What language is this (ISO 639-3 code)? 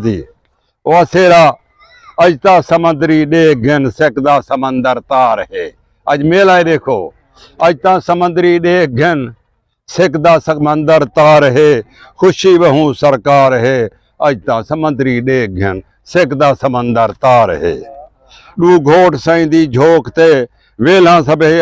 skr